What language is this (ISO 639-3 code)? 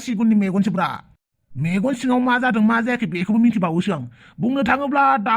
brx